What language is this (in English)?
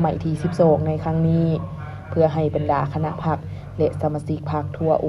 Lao